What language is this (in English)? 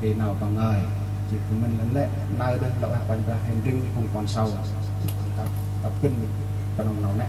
Central Mnong